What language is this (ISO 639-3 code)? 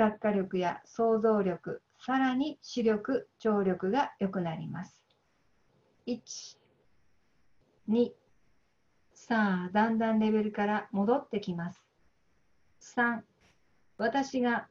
jpn